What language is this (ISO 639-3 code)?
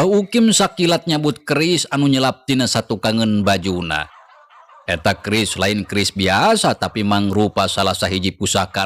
sun